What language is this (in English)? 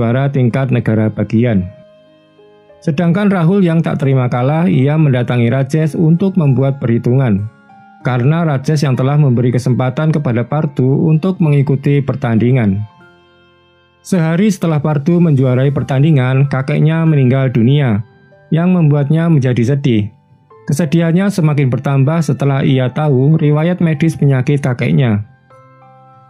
Indonesian